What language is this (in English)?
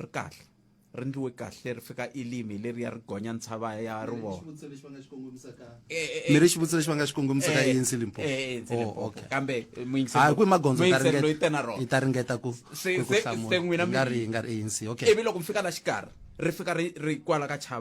Tsonga